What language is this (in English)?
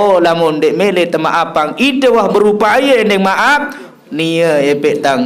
Sasak